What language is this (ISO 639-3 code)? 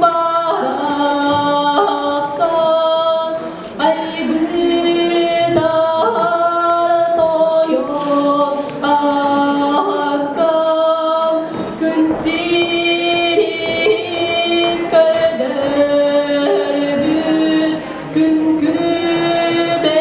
sah